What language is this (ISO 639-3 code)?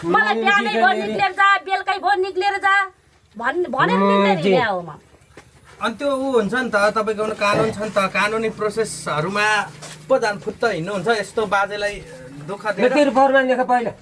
nep